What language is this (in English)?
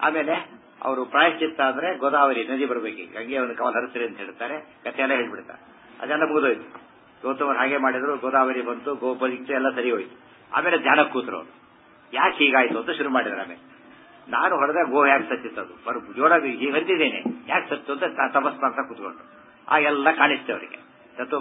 Kannada